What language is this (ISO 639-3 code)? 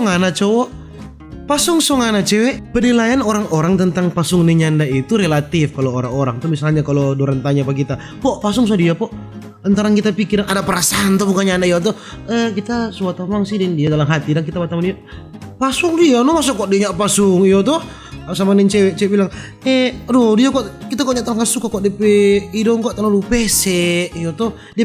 xmm